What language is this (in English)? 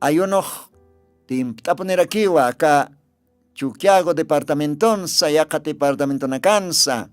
Aymara